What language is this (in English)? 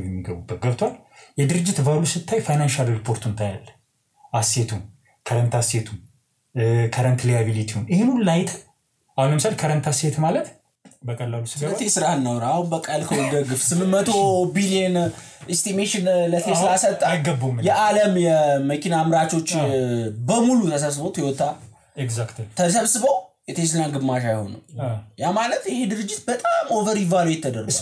Amharic